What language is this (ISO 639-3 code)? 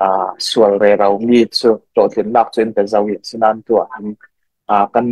cfm